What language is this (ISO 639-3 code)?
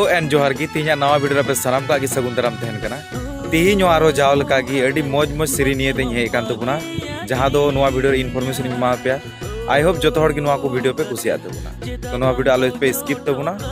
sat